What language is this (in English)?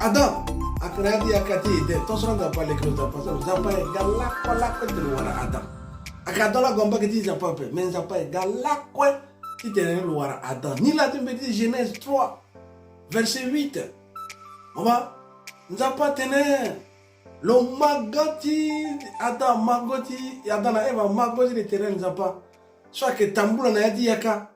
Sango